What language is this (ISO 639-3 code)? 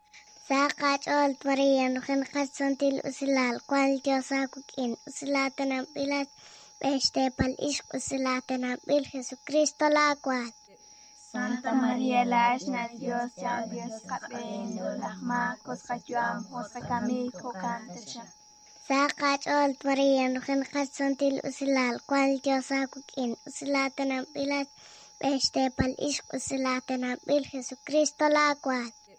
kek